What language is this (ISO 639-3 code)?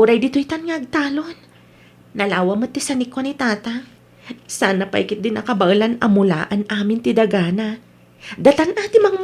ilo